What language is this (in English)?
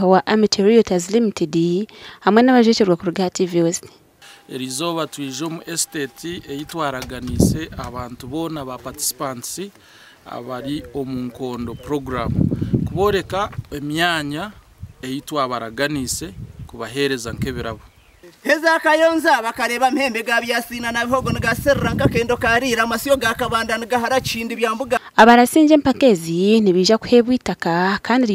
Nyankole